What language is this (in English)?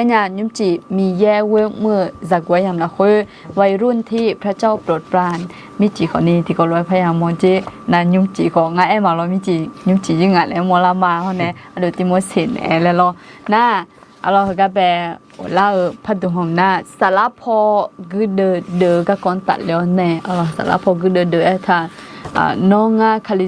Akha